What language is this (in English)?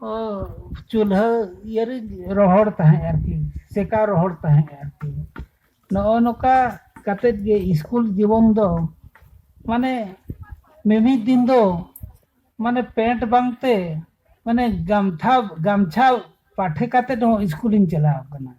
Santali